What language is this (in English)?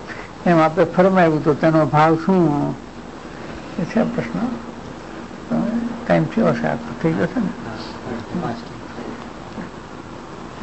Gujarati